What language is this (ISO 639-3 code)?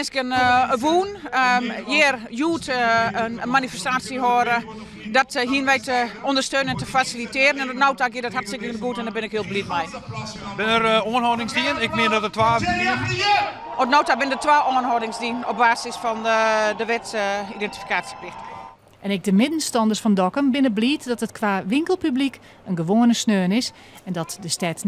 fry